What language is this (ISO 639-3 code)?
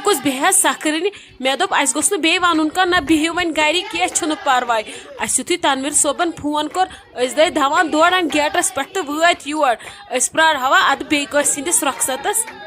kas